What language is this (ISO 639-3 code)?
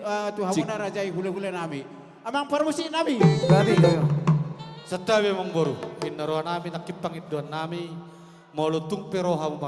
bbc